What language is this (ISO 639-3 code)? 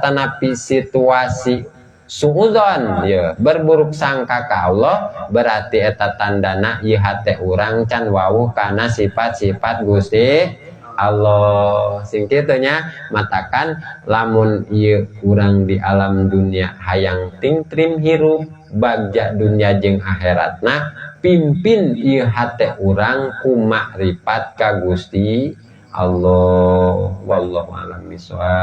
sun